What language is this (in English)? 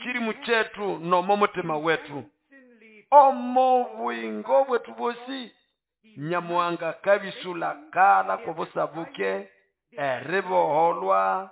Nande